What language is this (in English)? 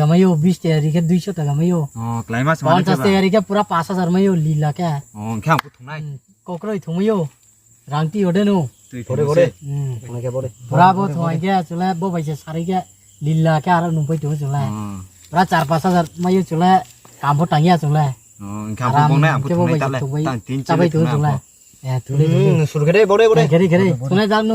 Riang (India)